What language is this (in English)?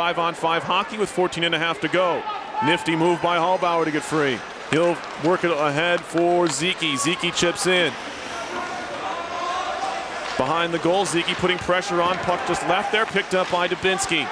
English